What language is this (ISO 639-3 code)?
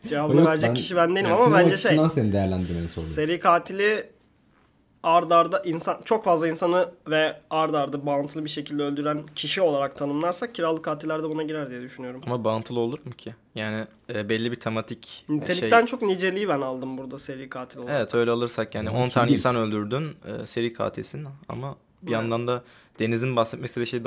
tur